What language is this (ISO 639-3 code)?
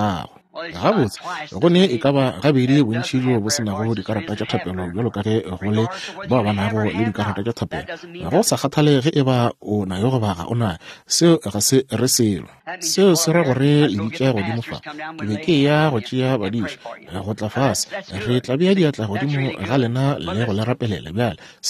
nso